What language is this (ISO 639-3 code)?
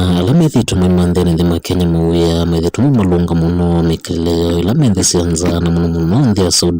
kam